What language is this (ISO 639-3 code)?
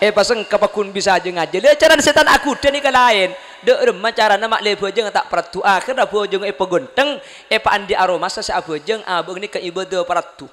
mad